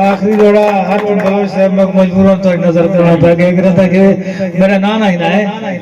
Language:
Saraiki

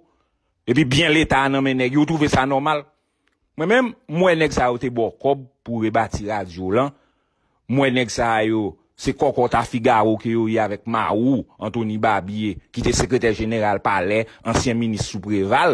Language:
Haitian Creole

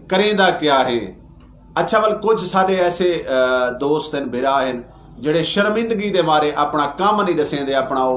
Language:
Saraiki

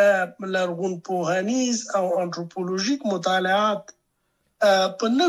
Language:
Pashto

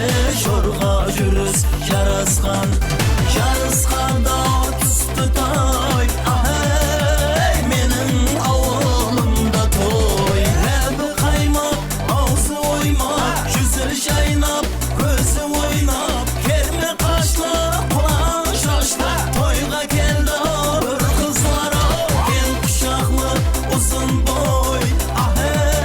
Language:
Kara-Kalpak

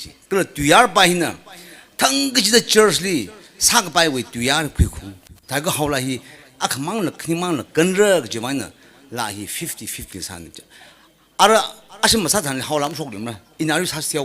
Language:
Tangkhul Naga (India)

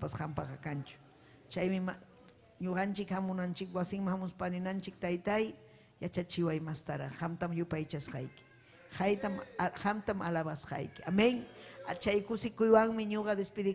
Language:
Ayacucho Quechua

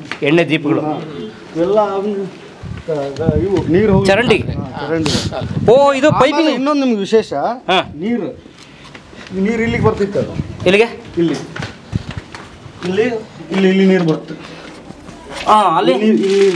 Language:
Kannada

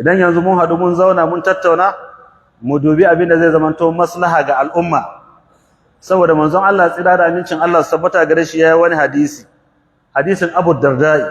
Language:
Hausa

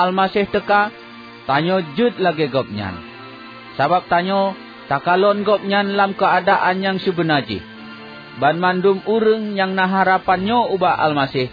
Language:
Achinese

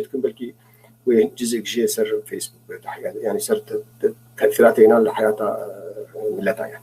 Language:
North Levantine Arabic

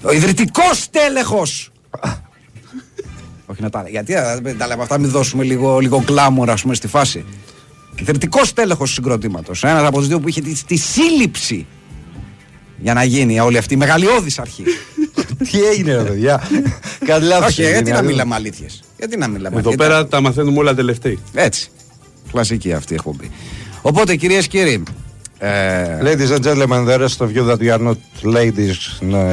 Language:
Greek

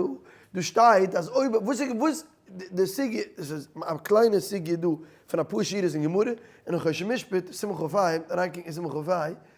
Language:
Yiddish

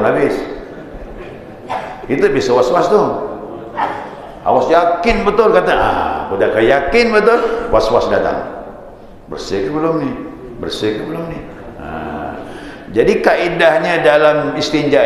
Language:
Malay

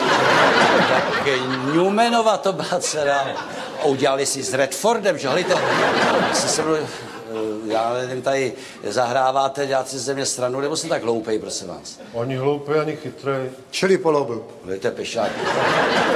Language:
Czech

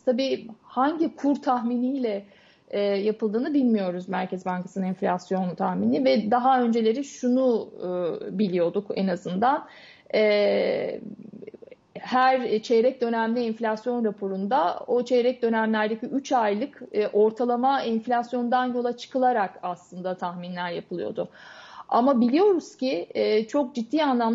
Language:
Turkish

